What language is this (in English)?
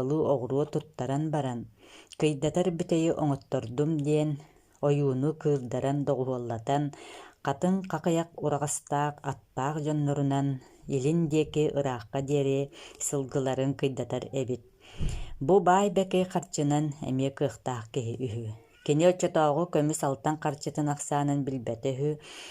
Yakut